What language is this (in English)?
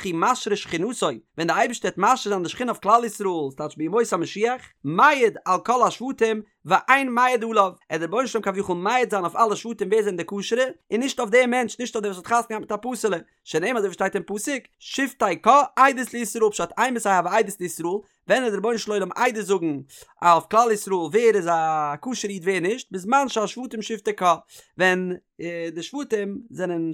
Yiddish